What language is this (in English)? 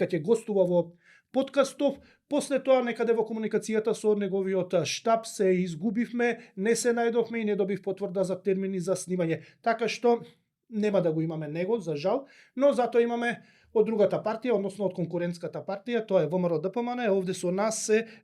Macedonian